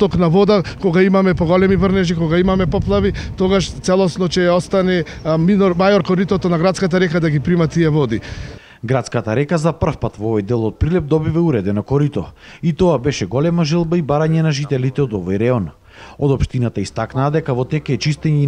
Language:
Macedonian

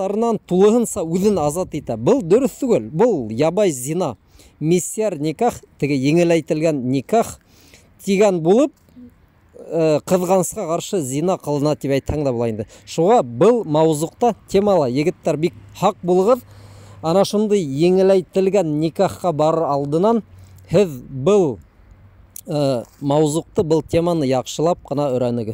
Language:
Bashkir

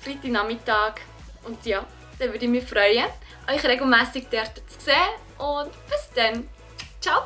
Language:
Swiss German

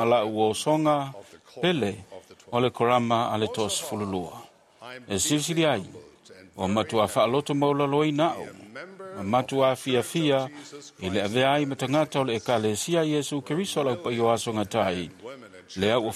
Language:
Samoan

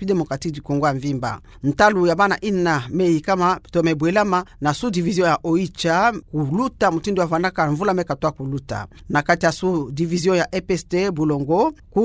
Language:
Kituba (Democratic Republic of Congo)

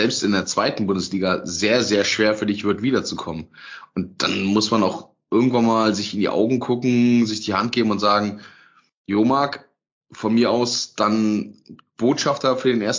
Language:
German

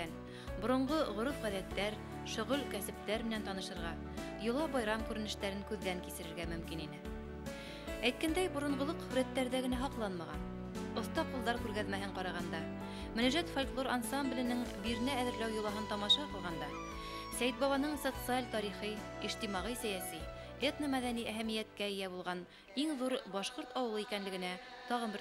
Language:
Bashkir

